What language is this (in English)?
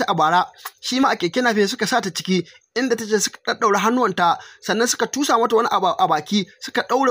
Hausa